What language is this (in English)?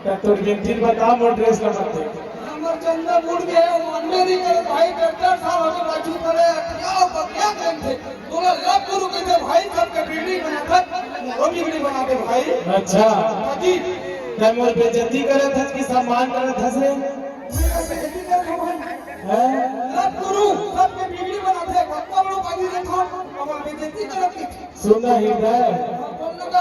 Chhattisgarhi